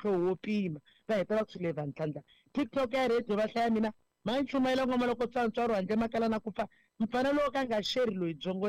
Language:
Tsonga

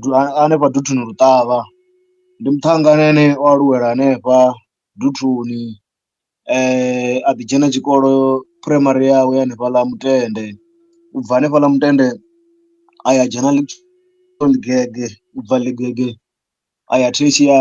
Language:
Venda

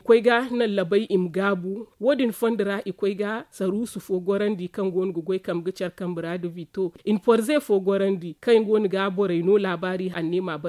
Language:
Zarma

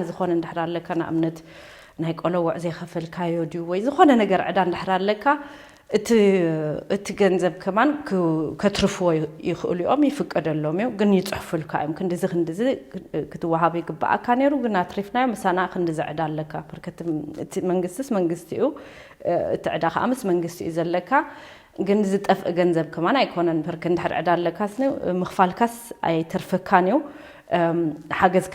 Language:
Tigrinya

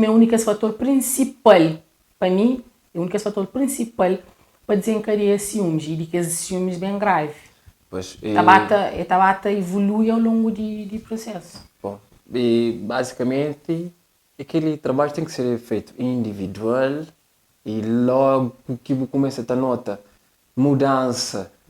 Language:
Kabuverdianu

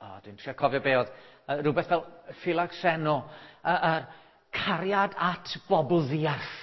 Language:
Welsh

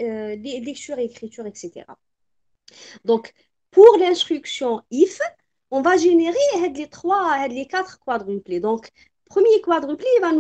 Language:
French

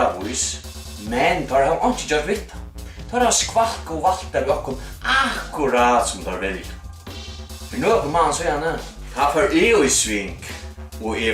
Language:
Faroese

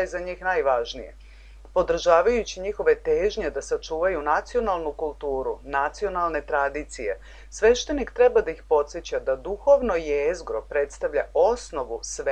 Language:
Serbian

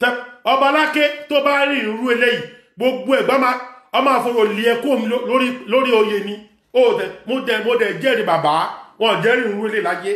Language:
Yoruba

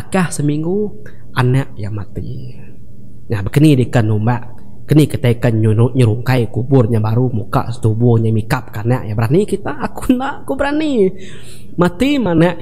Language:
Iban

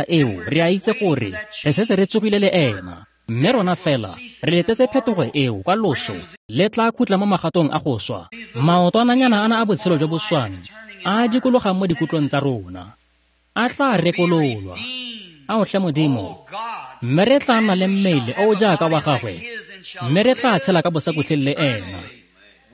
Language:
Tswana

